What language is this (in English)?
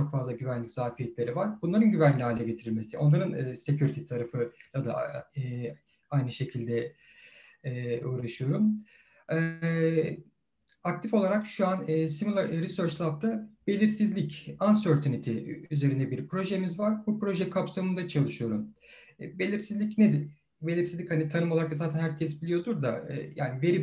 Turkish